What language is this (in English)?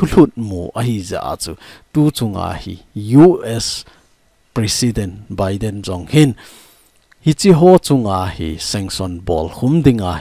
Thado Chin